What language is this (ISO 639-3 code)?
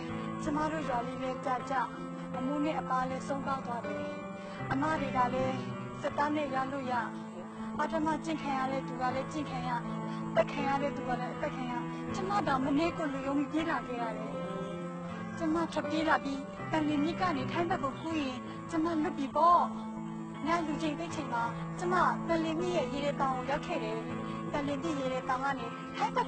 mya